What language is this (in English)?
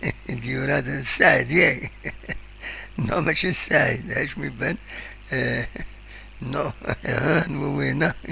Kabyle